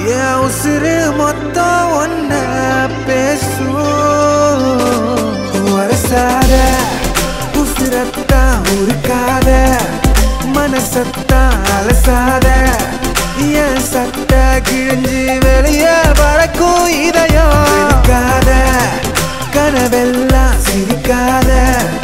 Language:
Tamil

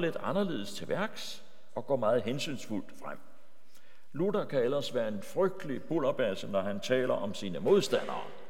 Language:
Danish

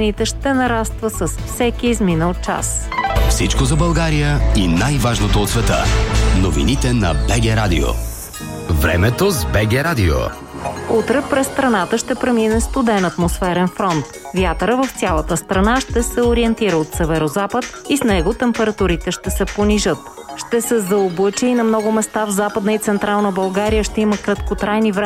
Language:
Bulgarian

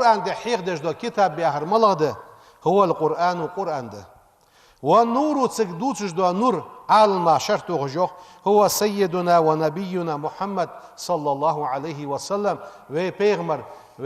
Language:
Ingush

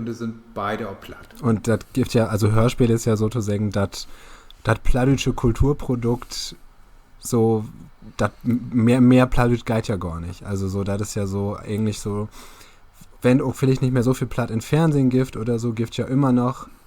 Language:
Low German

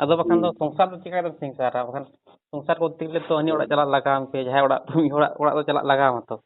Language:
Santali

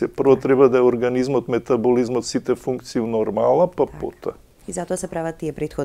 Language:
Macedonian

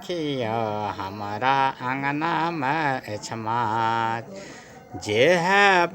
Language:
Maithili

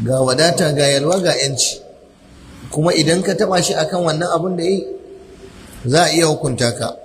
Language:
Hausa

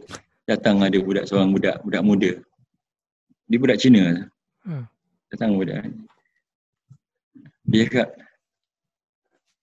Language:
Malay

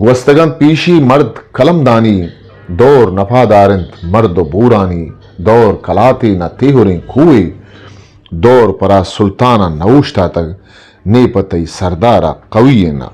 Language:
Eastern Balochi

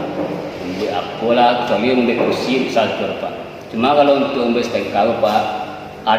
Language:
Minangkabau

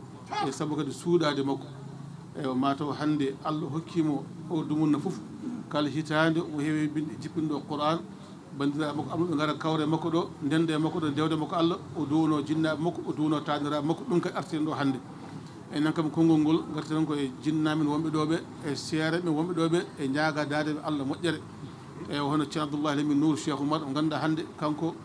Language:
Fula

